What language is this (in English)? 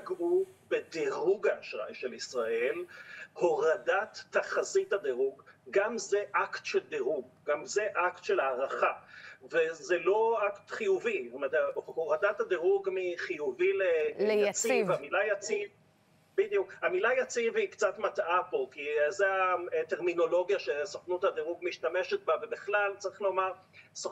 Hebrew